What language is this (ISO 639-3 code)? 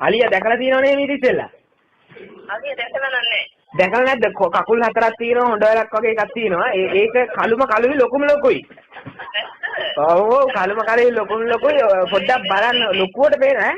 sin